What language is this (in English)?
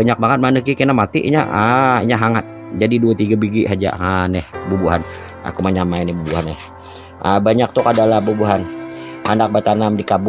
Banjar